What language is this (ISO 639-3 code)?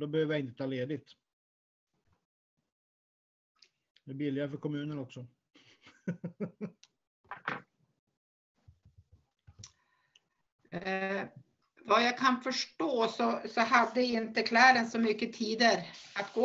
swe